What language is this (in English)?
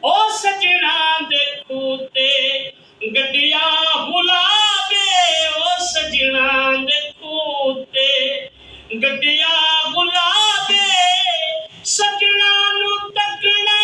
Saraiki